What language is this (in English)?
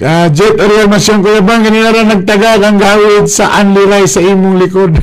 Cebuano